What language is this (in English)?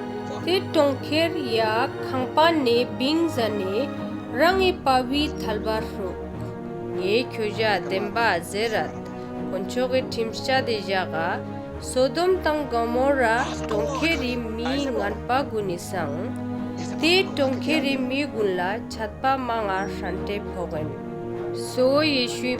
Ladakhi